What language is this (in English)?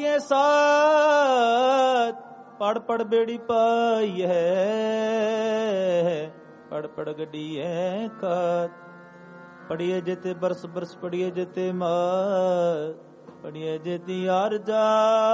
Punjabi